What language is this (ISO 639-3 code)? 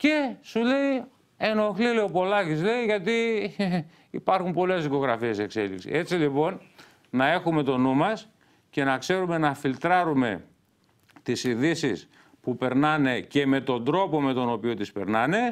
ell